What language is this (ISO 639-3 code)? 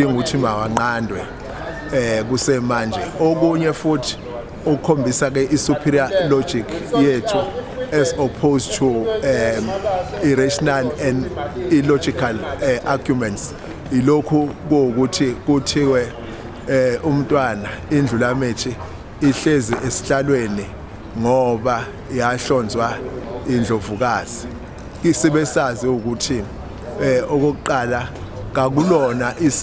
zul